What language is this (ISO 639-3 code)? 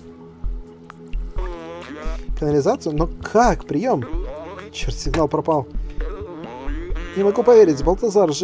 rus